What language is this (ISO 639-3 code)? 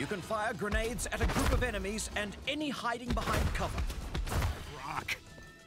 eng